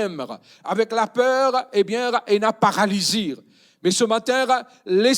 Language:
Morisyen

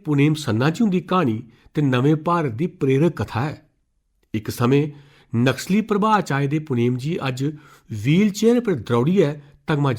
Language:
Dogri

